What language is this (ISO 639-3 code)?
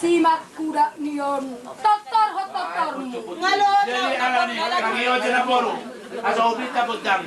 bbc